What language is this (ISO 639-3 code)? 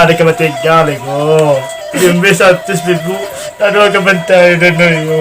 min